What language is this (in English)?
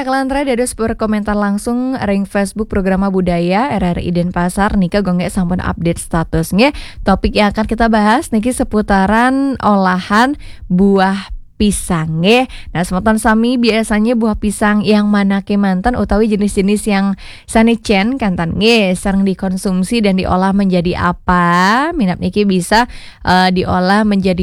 Balinese